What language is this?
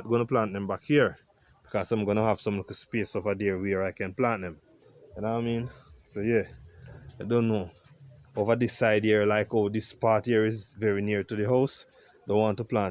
Jamaican Creole English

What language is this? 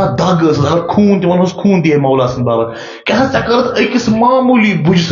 Kashmiri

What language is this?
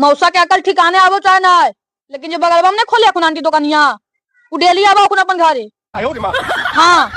Magahi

